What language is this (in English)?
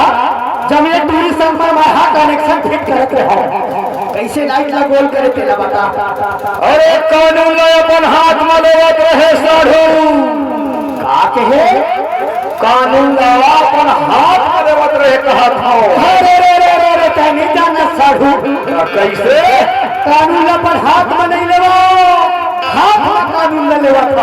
Chhattisgarhi